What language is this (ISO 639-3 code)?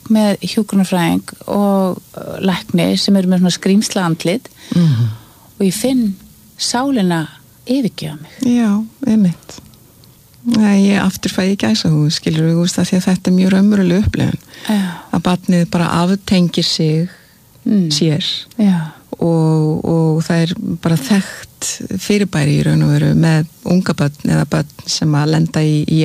isl